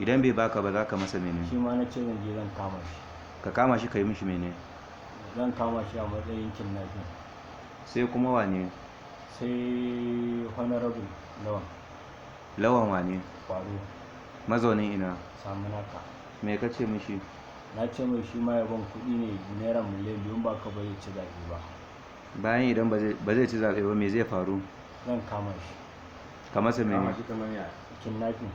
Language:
Hausa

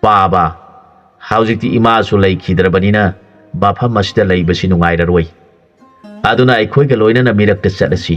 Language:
Manipuri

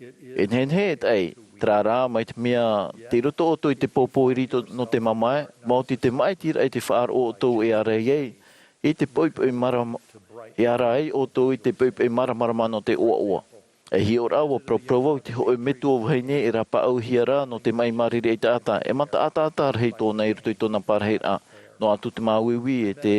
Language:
Tahitian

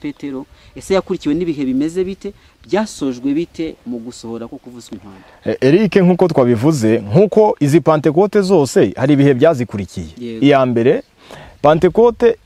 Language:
Kinyarwanda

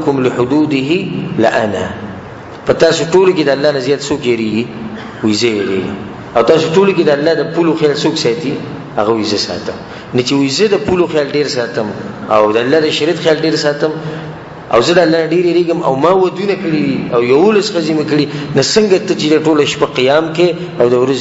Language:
Pashto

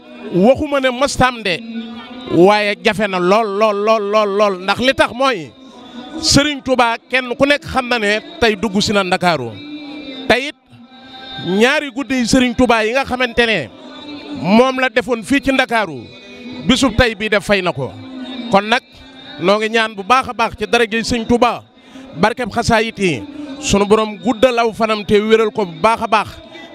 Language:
Wolof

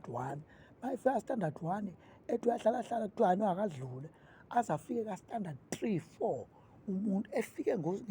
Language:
Zulu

